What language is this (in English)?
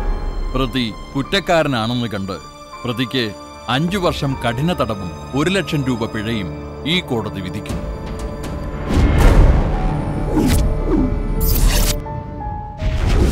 Malayalam